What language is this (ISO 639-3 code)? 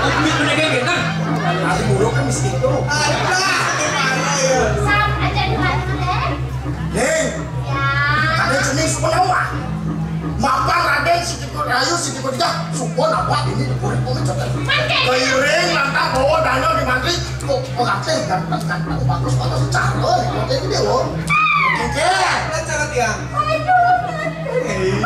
ban